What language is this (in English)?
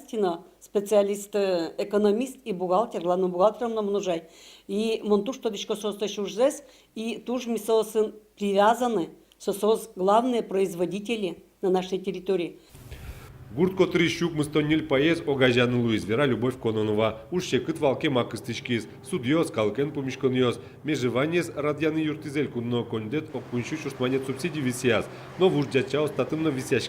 Udmurt